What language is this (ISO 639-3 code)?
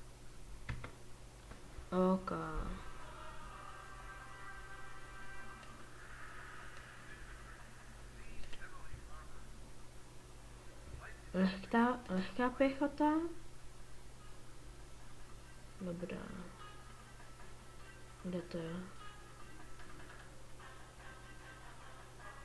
ces